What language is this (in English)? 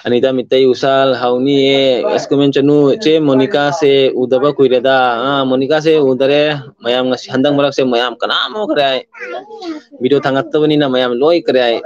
Manipuri